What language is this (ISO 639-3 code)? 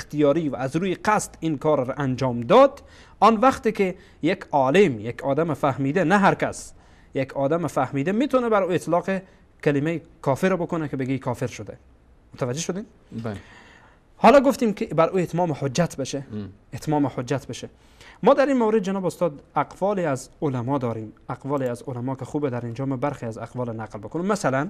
fas